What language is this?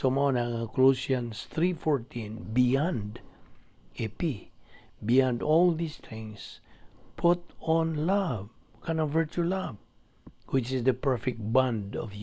Cebuano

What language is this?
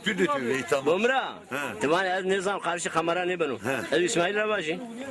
Zaza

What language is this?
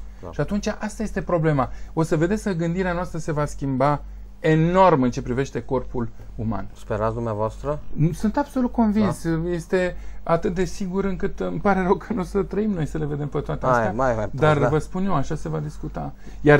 Romanian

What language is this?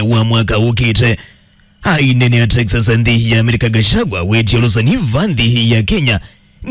Kamba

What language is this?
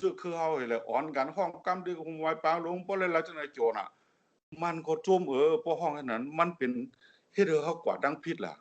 Shan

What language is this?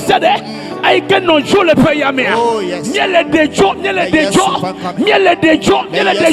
Ewe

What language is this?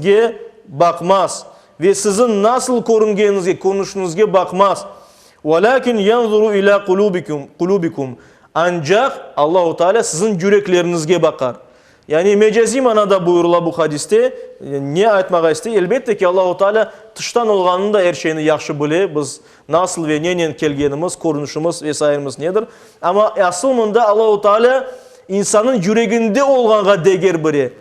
Crimean Tatar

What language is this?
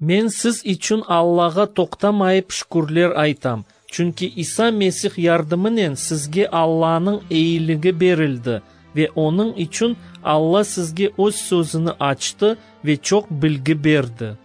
Crimean Tatar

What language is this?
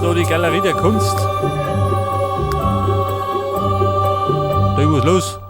Bavarian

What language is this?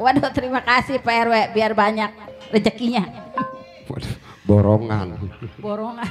Betawi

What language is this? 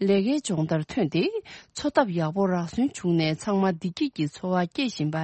Tibetan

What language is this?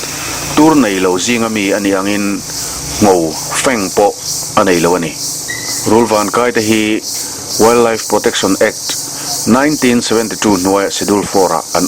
Mizo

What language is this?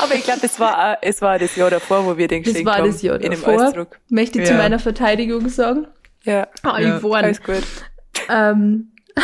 Bavarian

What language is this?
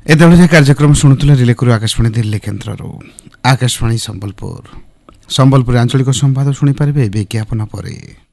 Odia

